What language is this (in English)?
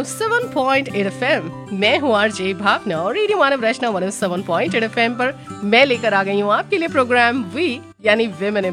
Hindi